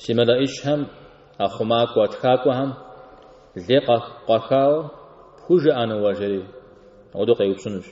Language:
Kabardian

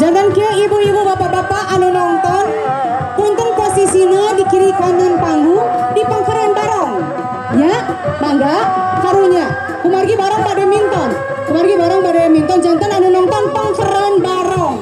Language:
Sundanese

